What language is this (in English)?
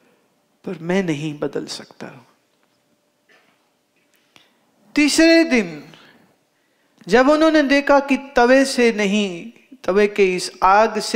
Hindi